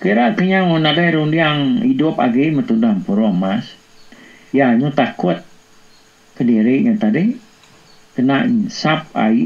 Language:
Iban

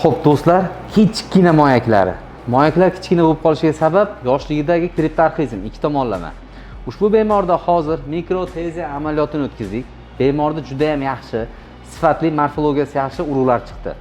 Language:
Uzbek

